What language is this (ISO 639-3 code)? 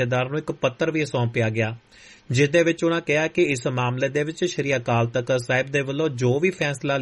pan